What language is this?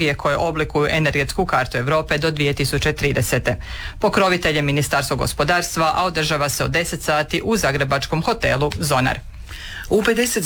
Croatian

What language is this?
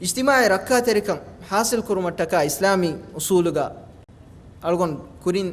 Divehi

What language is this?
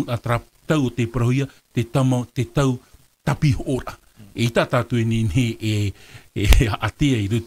Tahitian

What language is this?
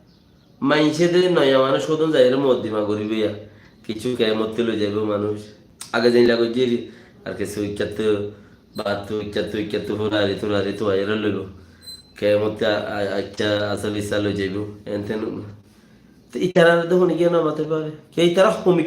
Rohingya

